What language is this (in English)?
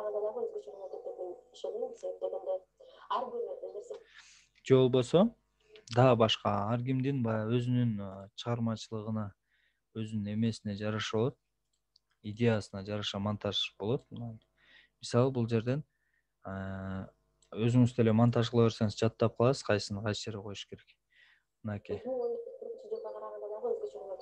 Kyrgyz